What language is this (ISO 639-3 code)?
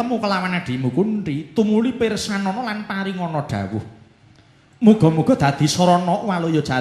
jav